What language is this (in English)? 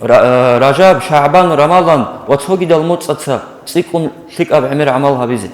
Avaric